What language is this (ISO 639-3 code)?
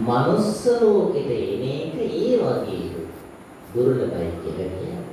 sin